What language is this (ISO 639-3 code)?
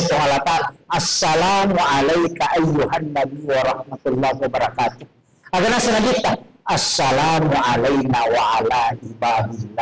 bug